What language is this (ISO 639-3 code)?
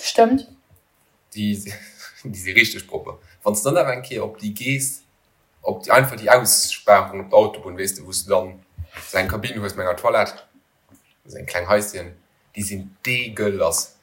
ltz